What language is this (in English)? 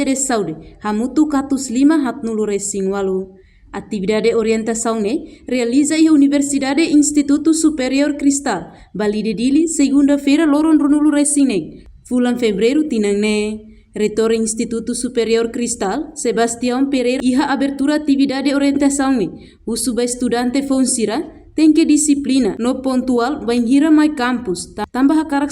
Tetum